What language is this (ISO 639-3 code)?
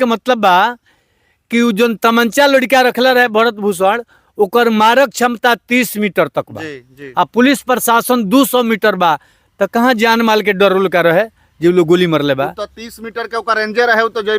bho